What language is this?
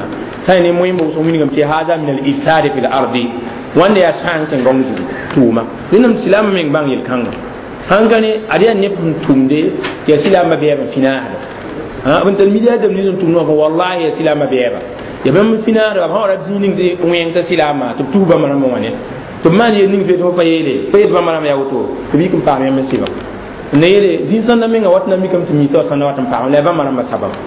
Mossi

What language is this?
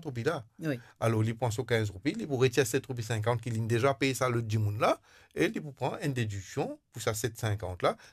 Morisyen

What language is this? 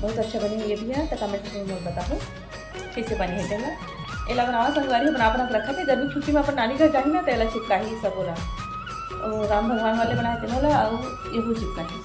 Chhattisgarhi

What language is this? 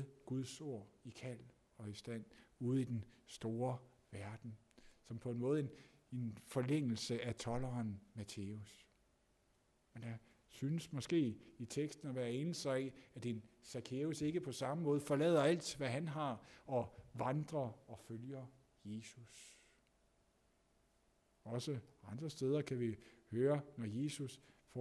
Danish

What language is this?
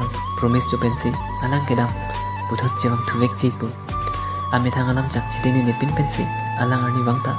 Karbi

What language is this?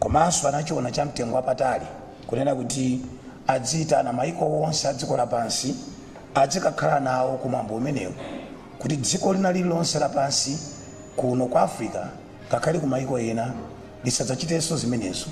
Nyanja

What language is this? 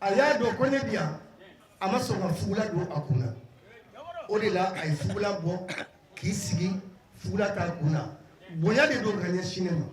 Bambara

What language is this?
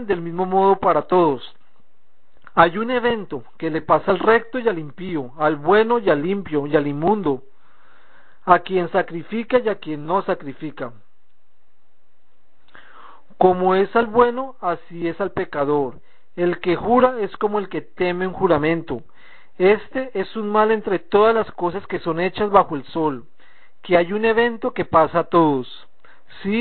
Spanish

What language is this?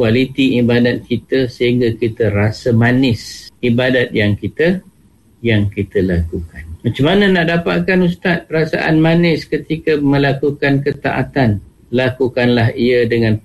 Malay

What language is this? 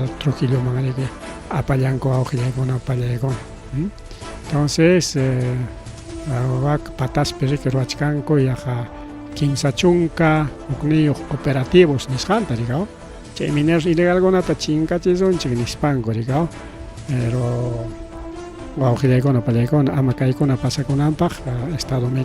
Ayacucho Quechua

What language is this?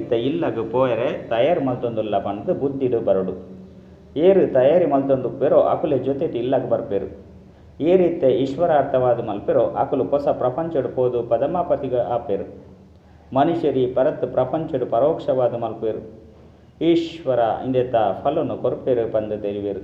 Tulu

